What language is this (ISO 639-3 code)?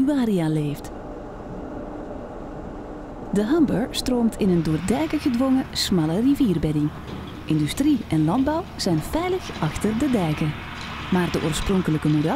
nld